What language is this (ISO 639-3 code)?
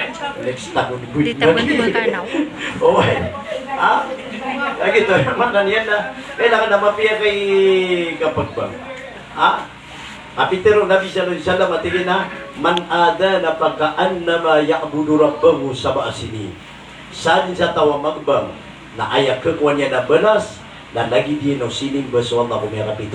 mrw